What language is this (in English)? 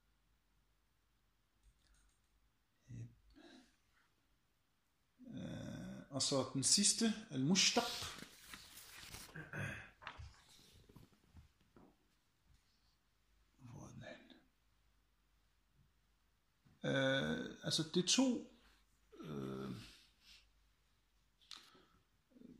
Danish